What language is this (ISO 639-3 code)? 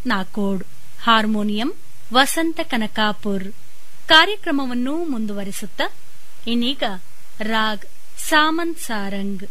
kan